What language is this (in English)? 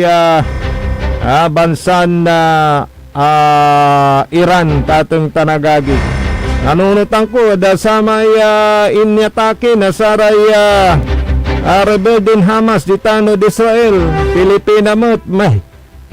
Pangasinan